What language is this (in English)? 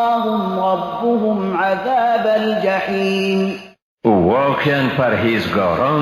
Persian